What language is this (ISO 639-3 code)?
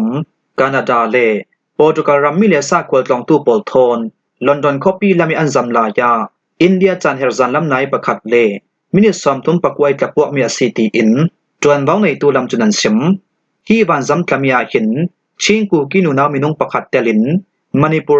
cfm